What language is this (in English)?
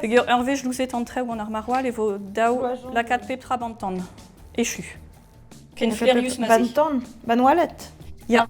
Breton